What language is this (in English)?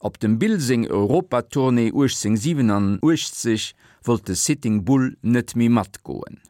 Luxembourgish